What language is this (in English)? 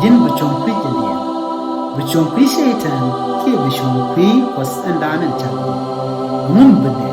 Nuer